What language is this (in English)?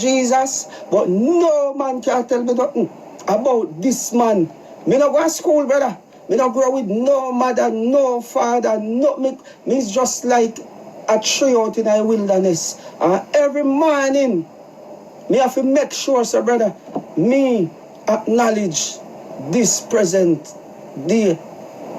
Jamaican Creole English